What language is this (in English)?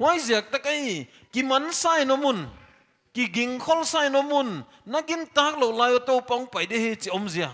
Paite Chin